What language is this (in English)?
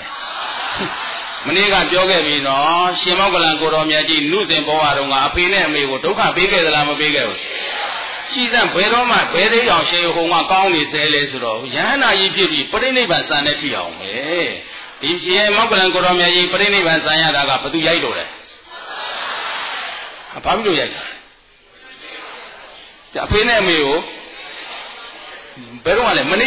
Burmese